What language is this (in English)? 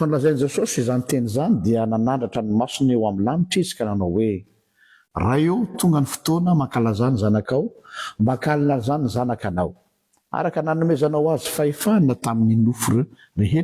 Malagasy